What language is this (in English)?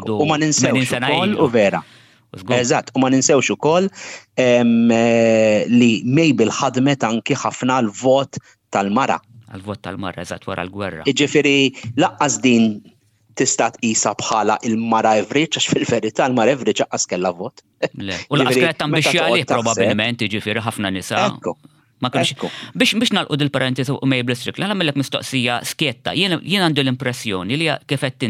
Maltese